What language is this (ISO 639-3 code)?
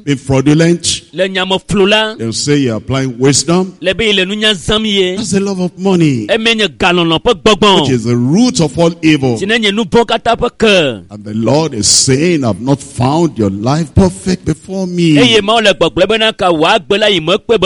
ewe